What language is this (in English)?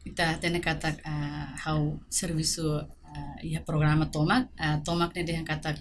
Tetum